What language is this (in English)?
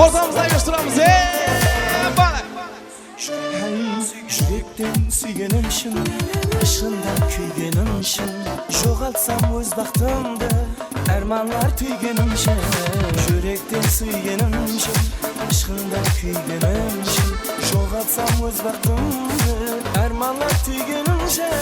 Kara-Kalpak